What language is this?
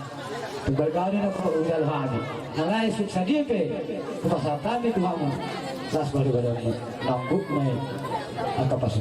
Batak Toba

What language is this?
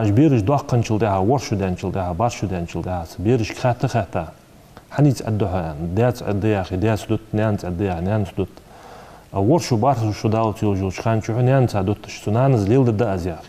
Ingush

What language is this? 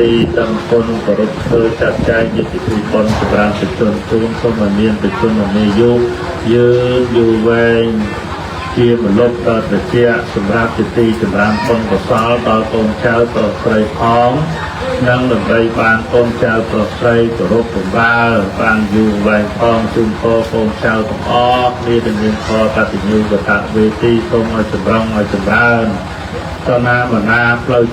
Khmer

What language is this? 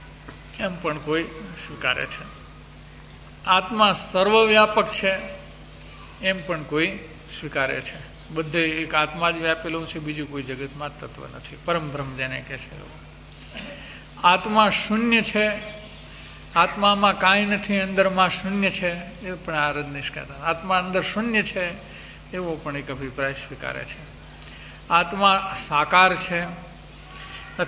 Gujarati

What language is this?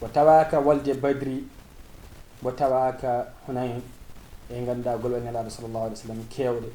Fula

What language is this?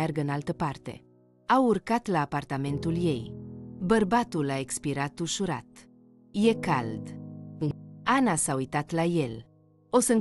Romanian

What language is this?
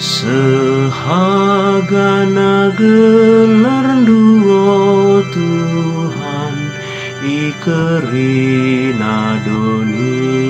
Batak Karo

